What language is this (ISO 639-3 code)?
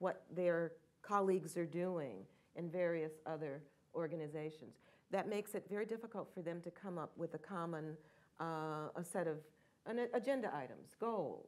eng